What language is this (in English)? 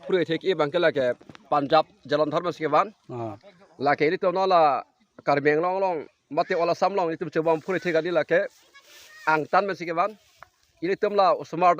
Karbi